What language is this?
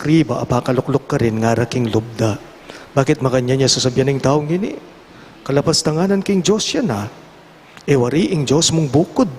Pampanga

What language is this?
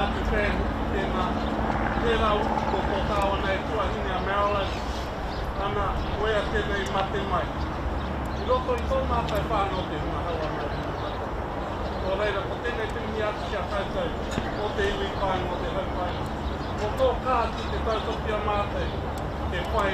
Māori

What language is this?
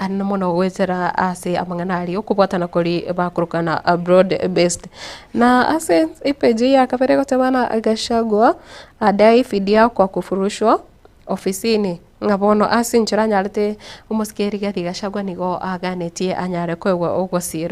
Gusii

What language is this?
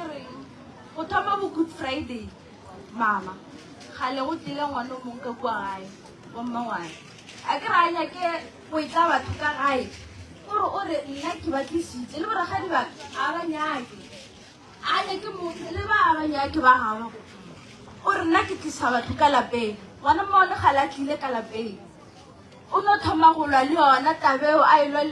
Northern Sotho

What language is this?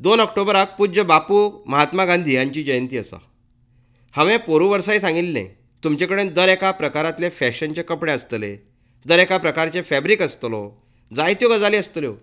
Konkani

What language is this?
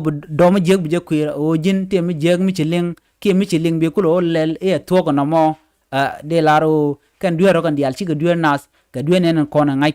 Nuer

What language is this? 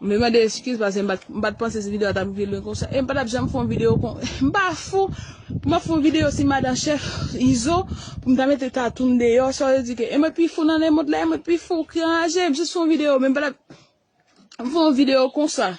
Haitian Creole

